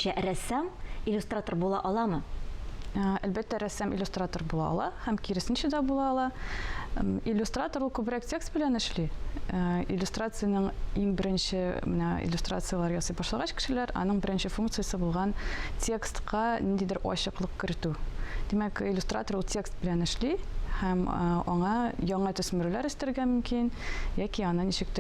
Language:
Tatar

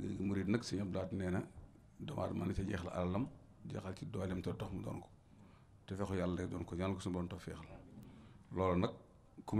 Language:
Wolof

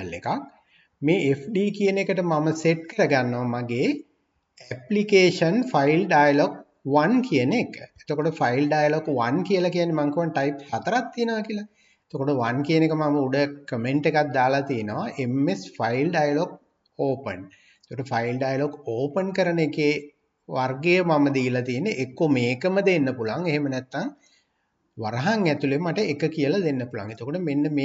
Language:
Sinhala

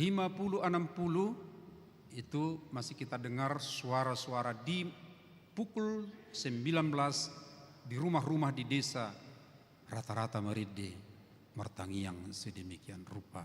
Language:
Batak Toba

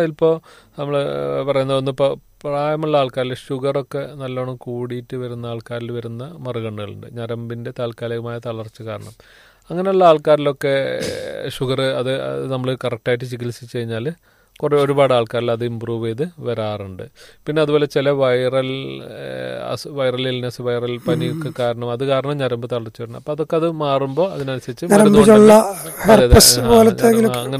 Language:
Malayalam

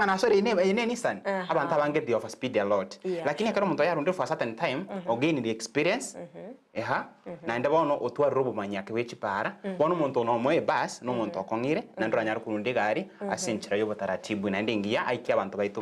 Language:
Gusii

